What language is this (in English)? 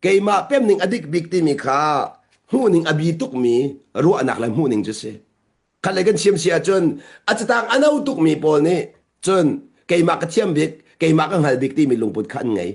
Hakha Chin